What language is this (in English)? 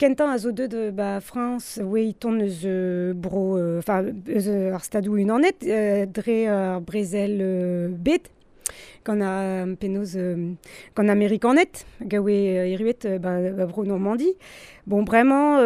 Breton